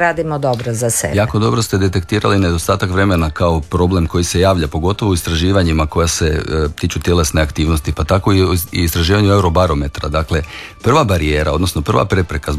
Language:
Croatian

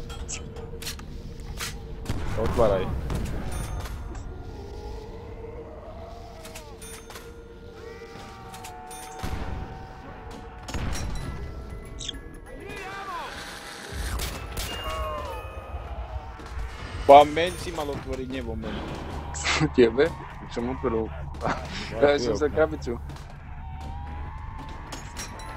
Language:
Slovak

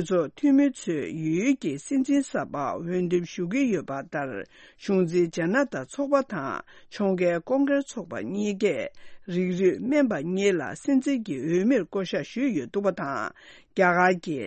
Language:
Tibetan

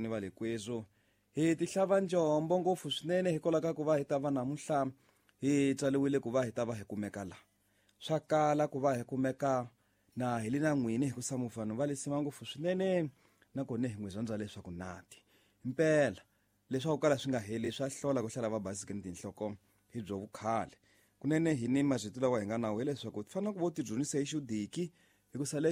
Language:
Tsonga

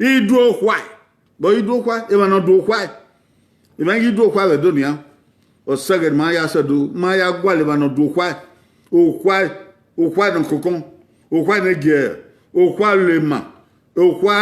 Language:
Bini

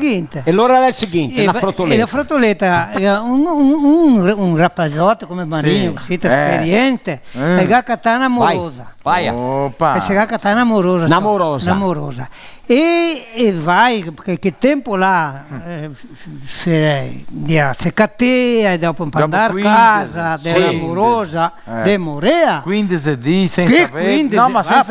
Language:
Venetian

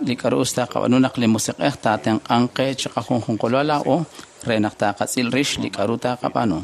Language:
Kekchí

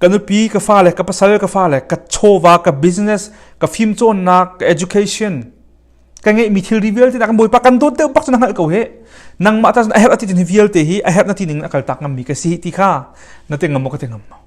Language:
Hakha Chin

